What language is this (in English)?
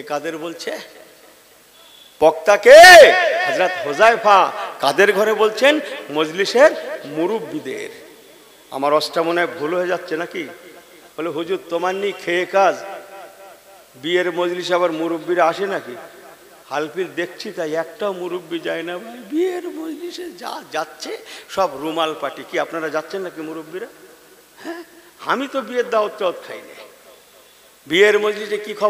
Bangla